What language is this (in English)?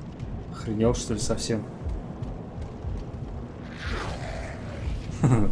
Russian